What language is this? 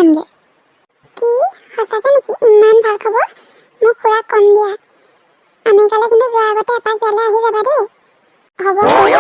Assamese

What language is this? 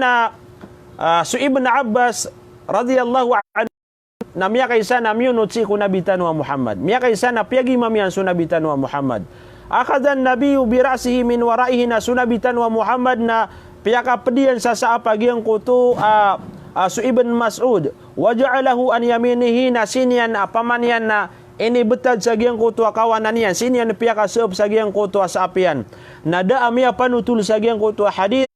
Maranao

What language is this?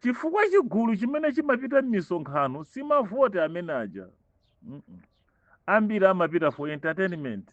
Nyanja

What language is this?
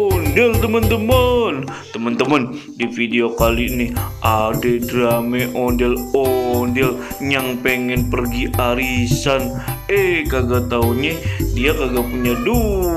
Betawi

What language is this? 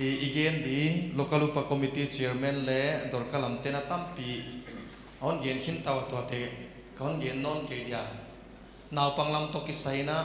Paite Chin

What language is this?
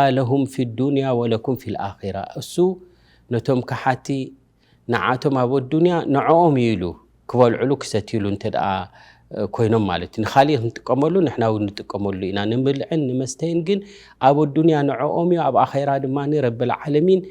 Tigrinya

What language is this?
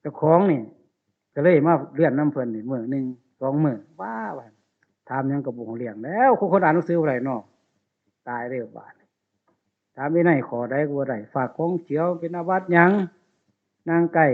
Northeastern Thai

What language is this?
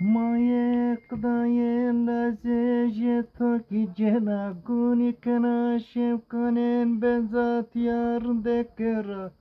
Zaza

